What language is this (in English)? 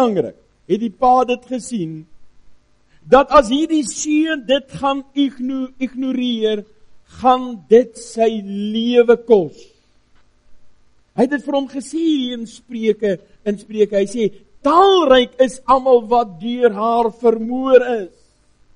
Afrikaans